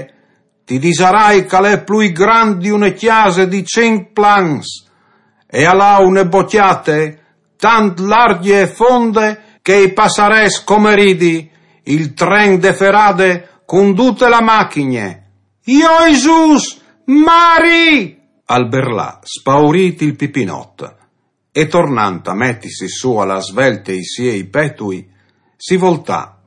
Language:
Friulian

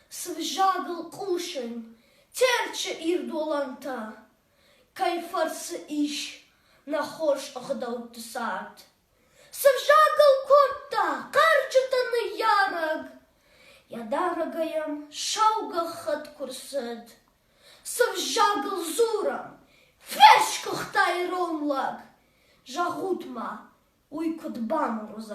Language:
Ossetic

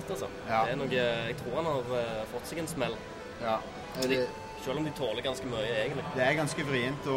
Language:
Norwegian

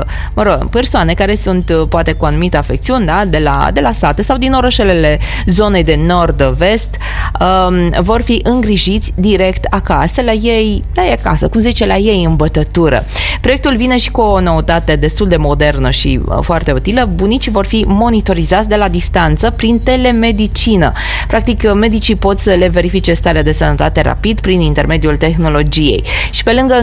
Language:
Romanian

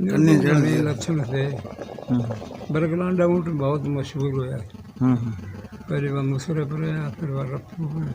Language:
Haryanvi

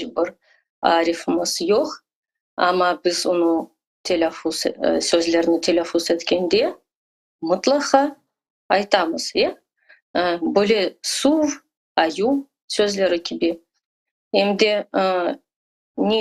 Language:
Crimean Tatar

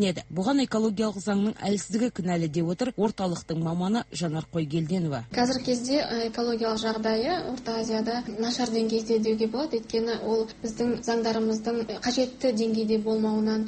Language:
Kazakh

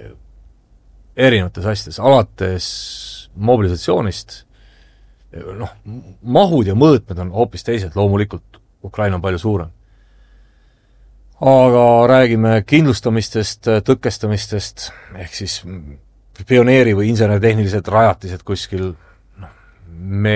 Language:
Estonian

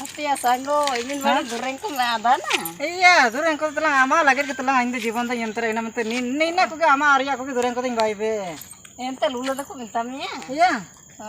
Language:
Ho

